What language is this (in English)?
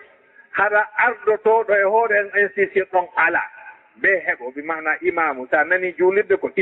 Fula